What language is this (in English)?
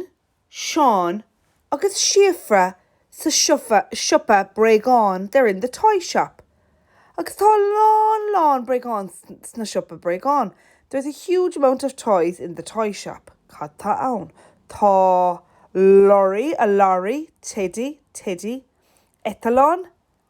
Irish